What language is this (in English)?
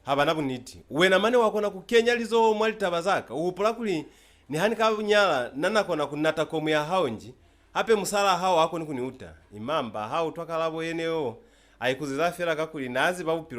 Lozi